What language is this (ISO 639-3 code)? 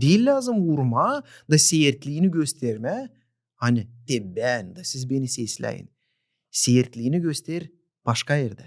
gag